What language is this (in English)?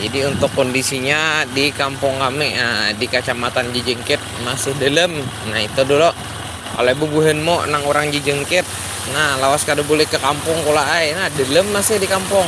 Banjar